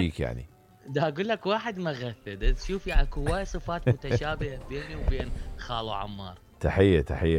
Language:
Mesopotamian Arabic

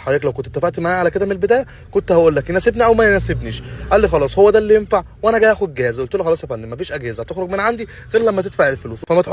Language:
Egyptian Arabic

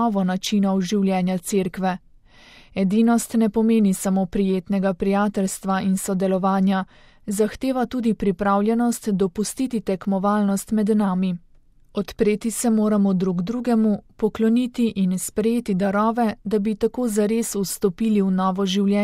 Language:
Slovenian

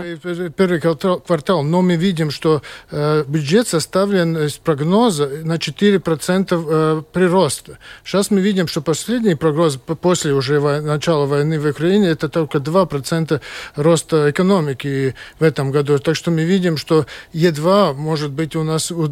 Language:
Russian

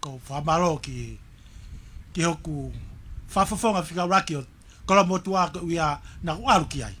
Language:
Tongan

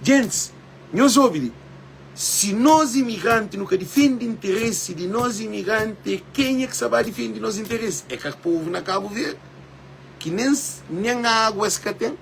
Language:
Kabuverdianu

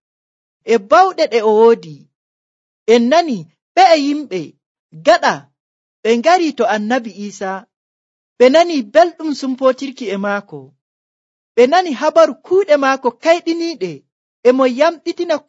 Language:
Nigerian Fulfulde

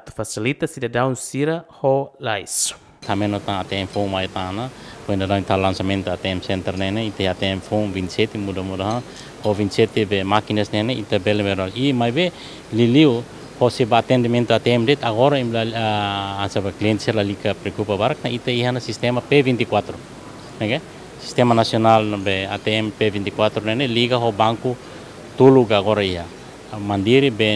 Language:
Tetum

